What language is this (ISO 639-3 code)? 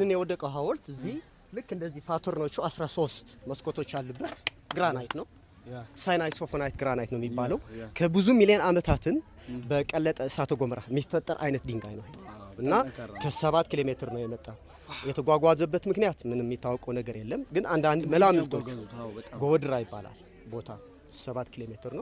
amh